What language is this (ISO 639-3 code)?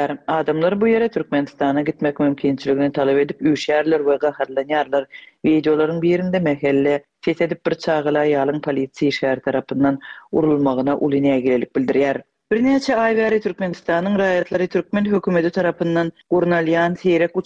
tuk